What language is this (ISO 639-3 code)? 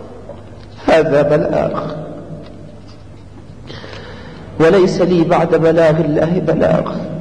ara